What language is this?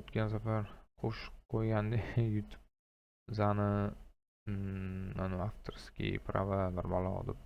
Uzbek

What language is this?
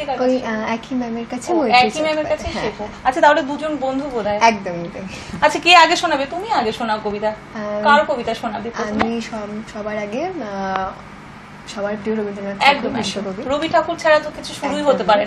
Bangla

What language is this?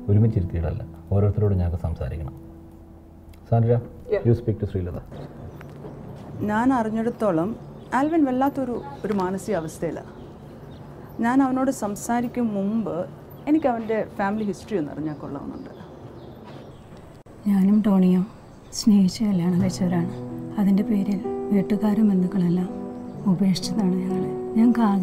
Malayalam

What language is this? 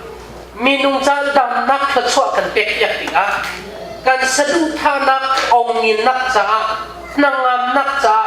Hakha Chin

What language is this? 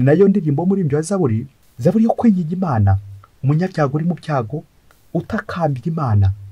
Kinyarwanda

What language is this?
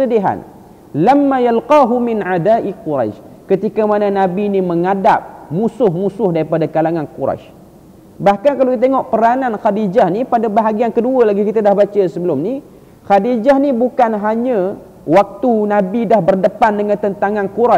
Malay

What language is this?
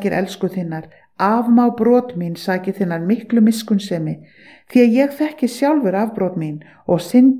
Icelandic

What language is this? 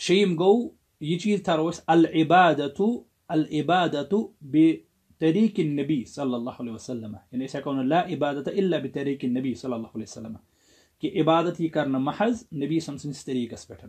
Kashmiri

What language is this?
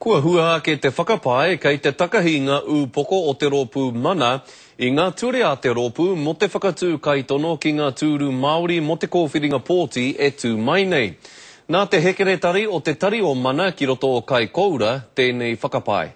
Māori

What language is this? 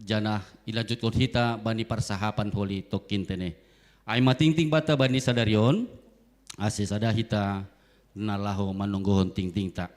Batak Simalungun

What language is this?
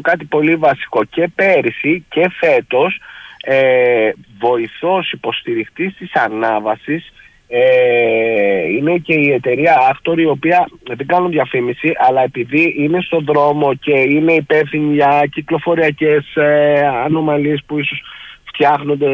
Greek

